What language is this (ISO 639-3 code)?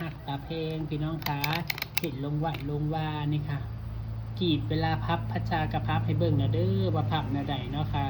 tts